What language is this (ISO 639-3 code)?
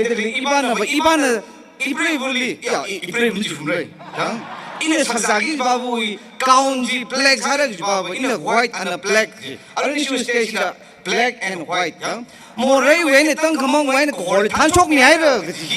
nmf